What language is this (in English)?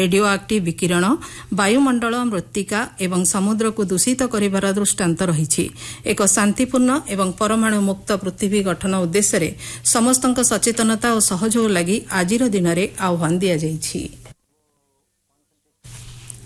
Odia